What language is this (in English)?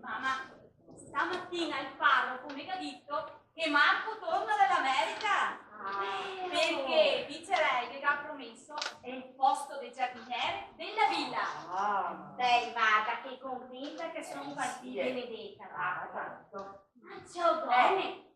Venetian